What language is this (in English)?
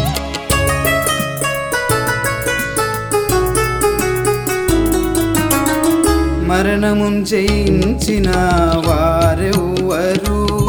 Telugu